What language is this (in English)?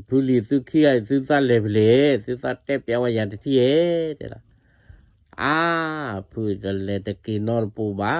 S'gaw Karen